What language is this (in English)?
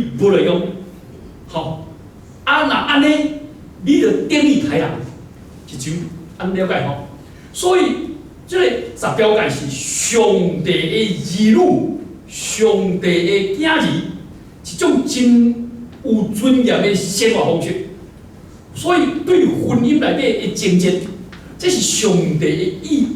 Min Nan Chinese